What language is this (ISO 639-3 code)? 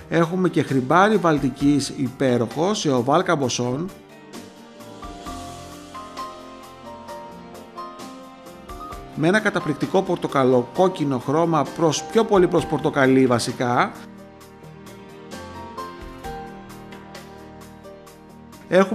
ell